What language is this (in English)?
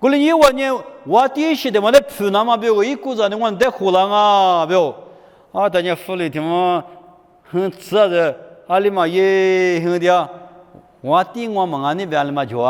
Lisu